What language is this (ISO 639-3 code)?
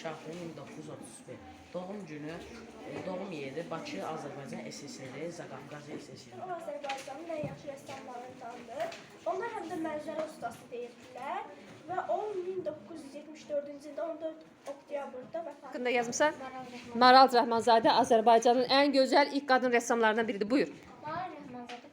aze